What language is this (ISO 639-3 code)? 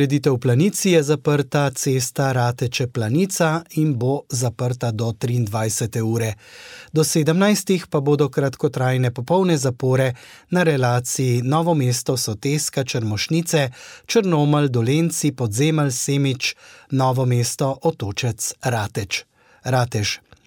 slv